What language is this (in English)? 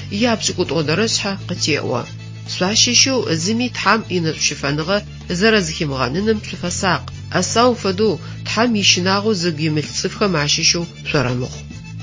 Adyghe